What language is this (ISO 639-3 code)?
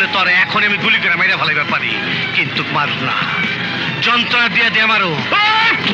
ben